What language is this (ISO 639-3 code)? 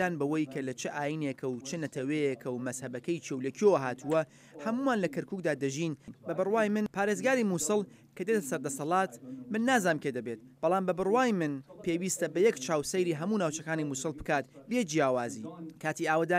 ckb